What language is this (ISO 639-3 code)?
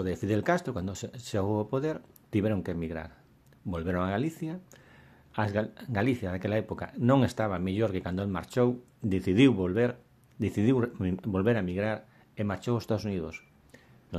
glg